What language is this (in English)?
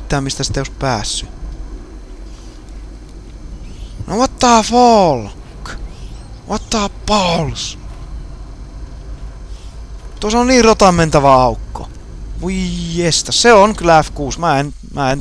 Finnish